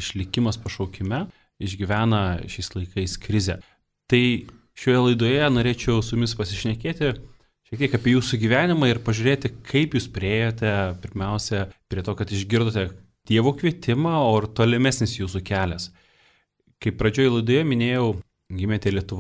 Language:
Lithuanian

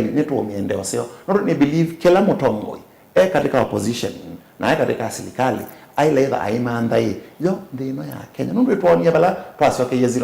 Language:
Kamba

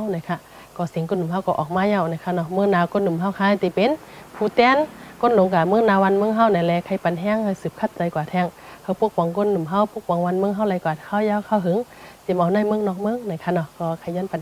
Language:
Shan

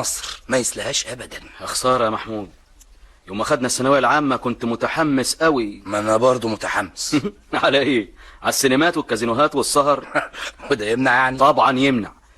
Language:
Egyptian Arabic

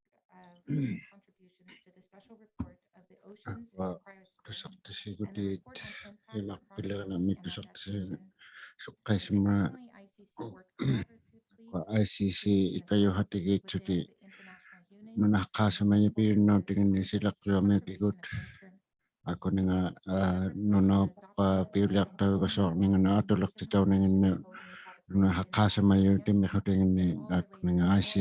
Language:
Inuktitut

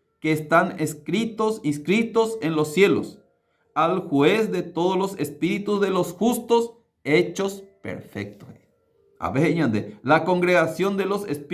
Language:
Guarani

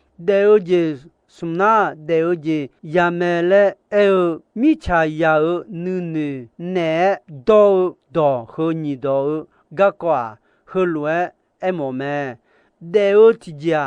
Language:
Akha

